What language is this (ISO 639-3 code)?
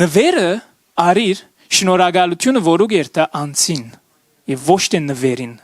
hyw